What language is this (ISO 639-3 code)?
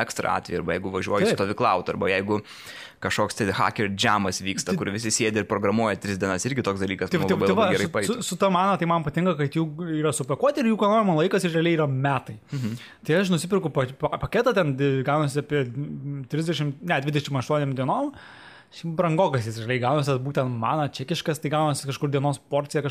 lit